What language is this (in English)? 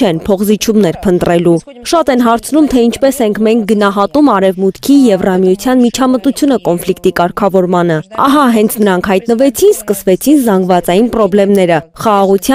Armenian